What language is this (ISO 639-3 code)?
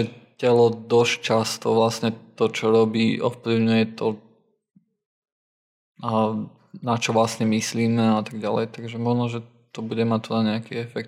slk